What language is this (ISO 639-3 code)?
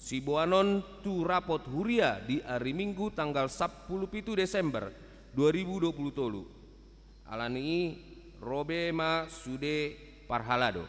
bbc